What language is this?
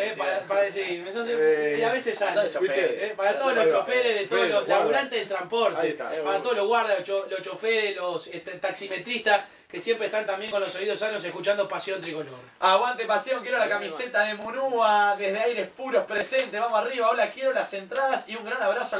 Spanish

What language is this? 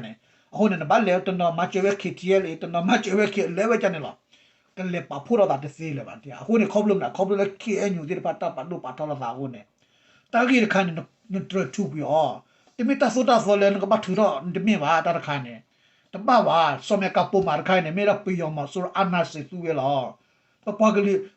S'gaw Karen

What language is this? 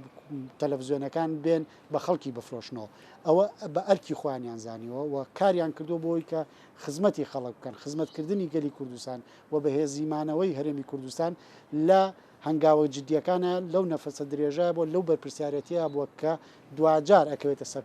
Central Kurdish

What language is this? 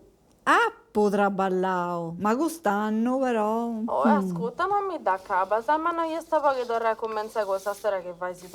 Sardinian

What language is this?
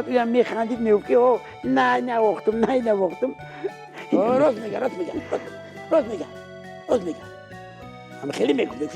Tajik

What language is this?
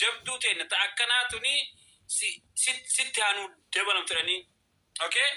Oromo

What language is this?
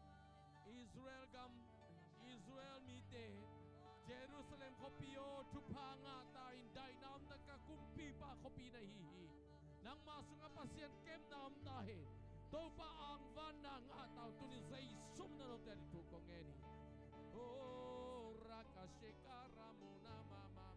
Tedim Chin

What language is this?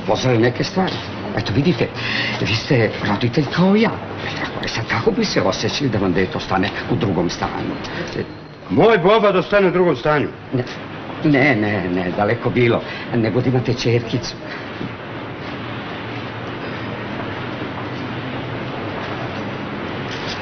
Serbian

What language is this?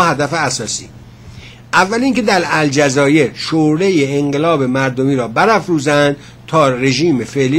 Persian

